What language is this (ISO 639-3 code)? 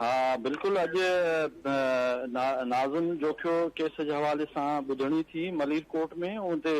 snd